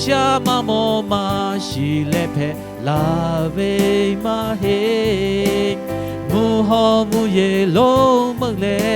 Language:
Lahu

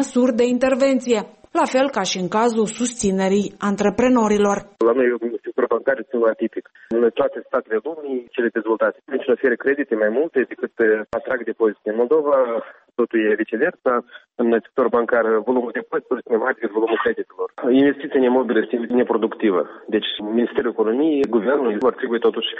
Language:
Romanian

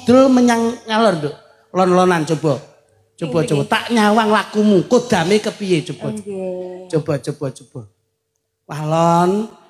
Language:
Javanese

